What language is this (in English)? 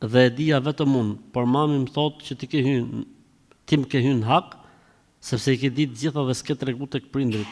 Albanian